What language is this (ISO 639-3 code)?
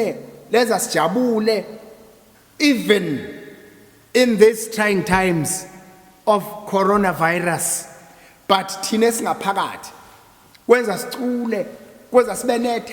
zul